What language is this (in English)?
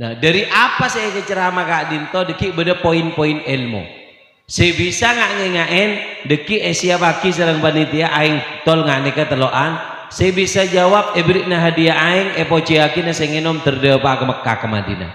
Madurese